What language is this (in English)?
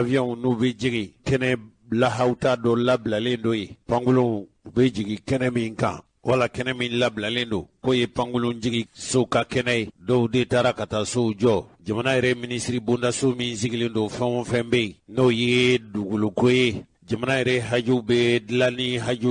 Bambara